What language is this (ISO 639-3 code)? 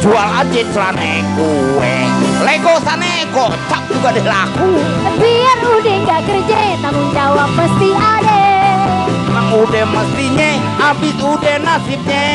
bew